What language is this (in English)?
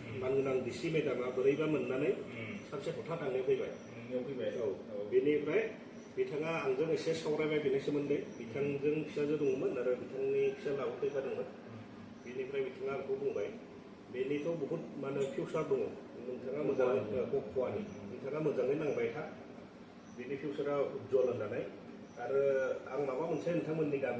Bodo